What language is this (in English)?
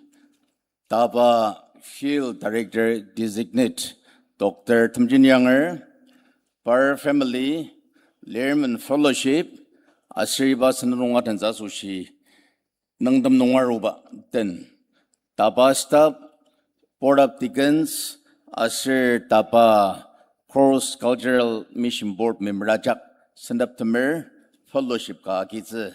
Ao Naga